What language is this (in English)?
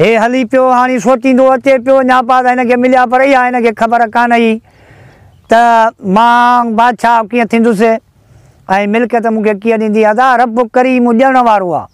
Sindhi